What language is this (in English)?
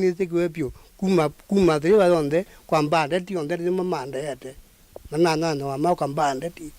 Kamba